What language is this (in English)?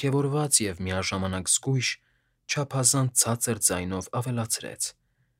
Armenian